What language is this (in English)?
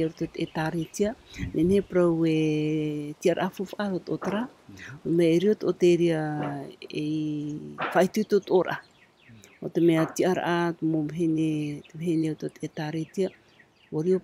Tahitian